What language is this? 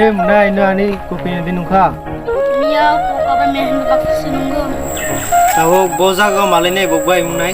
Kok Borok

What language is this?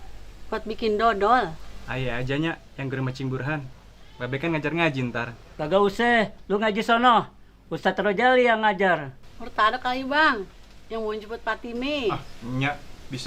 Betawi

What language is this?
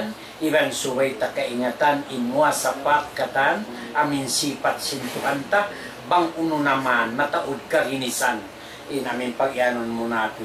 Tausug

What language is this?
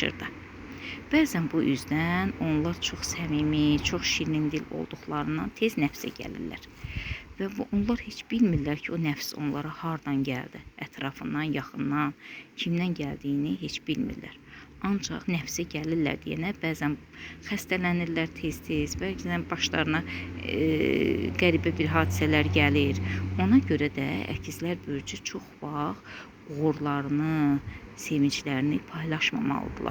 Azerbaijani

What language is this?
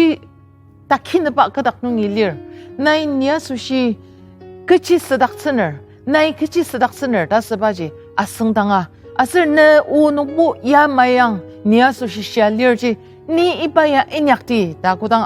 Ao Naga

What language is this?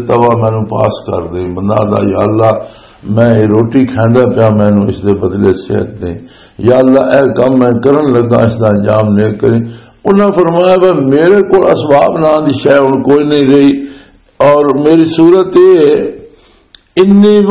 Western Panjabi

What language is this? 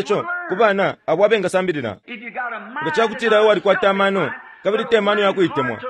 Bemba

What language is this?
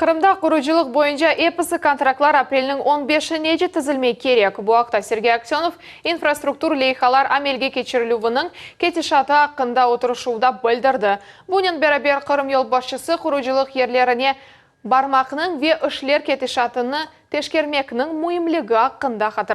Crimean Tatar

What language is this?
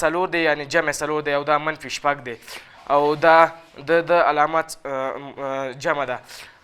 Pashto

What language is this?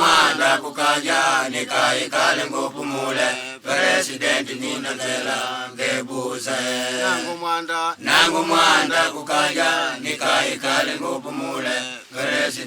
Makonde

